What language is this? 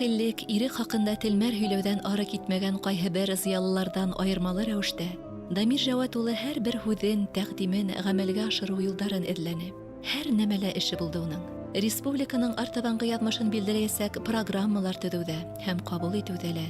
Bashkir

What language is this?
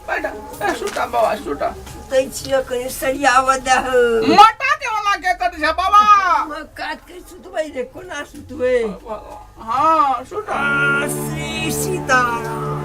Maithili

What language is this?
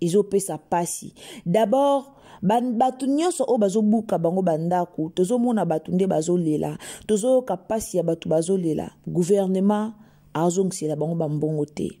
Lingala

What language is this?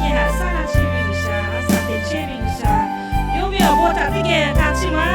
Lahu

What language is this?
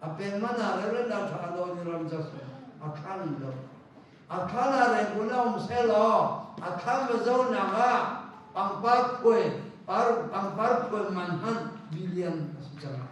Hakha Chin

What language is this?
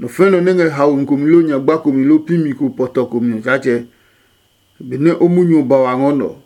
Adangme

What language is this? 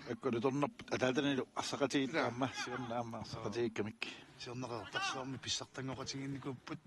Kalaallisut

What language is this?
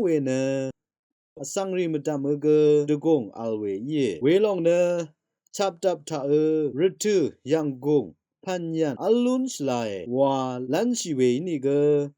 Rawang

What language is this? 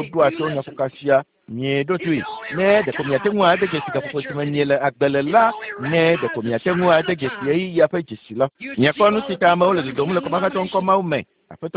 Ewe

